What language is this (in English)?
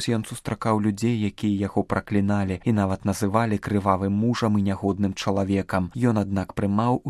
Belarusian